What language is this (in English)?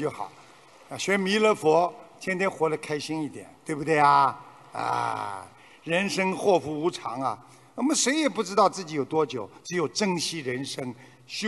Chinese